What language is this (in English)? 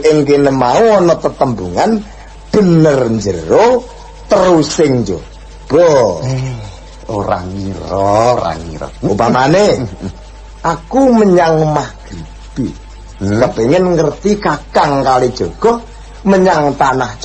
Javanese